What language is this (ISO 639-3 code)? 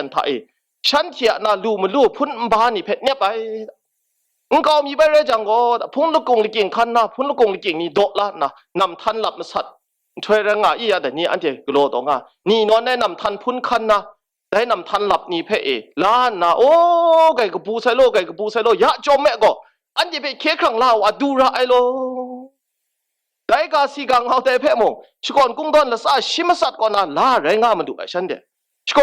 kac